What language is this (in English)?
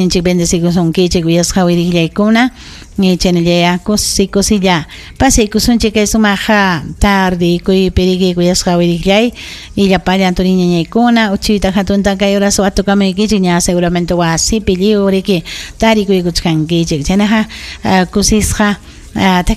Ayacucho Quechua